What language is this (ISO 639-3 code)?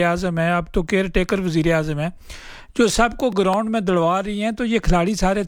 urd